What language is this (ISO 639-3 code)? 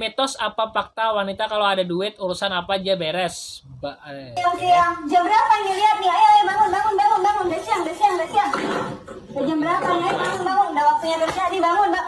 bjn